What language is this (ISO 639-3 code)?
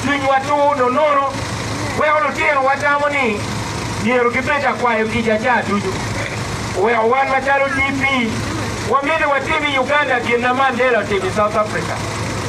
ach